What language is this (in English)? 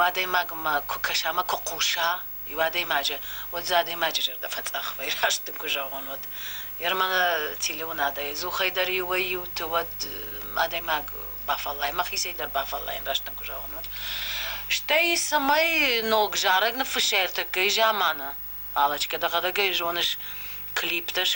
Ossetic